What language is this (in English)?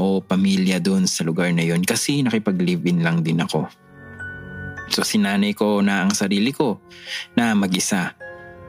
Filipino